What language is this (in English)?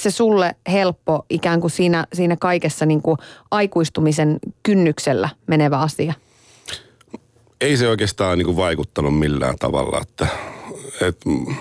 Finnish